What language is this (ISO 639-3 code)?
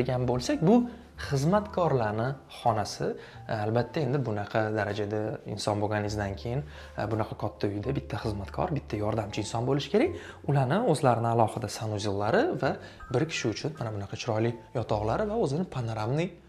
uzb